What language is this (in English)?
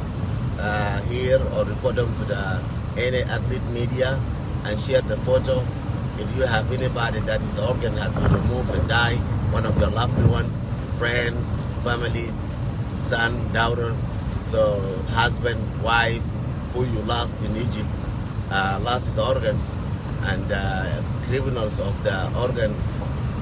Nuer